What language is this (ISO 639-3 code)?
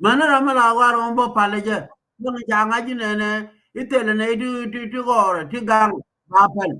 nus